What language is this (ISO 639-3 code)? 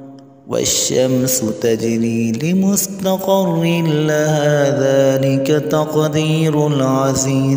ara